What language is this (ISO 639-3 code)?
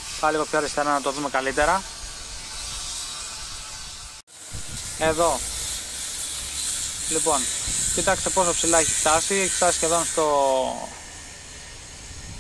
ell